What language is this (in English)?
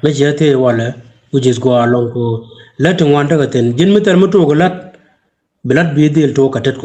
Nuer